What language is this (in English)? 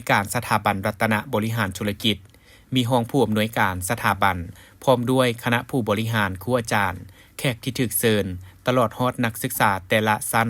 Lao